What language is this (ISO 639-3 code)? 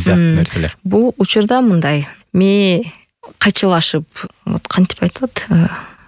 kir